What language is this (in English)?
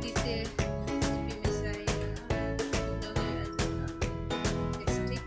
Santali